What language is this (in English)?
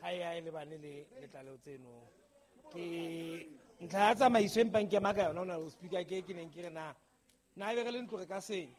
Southern Sotho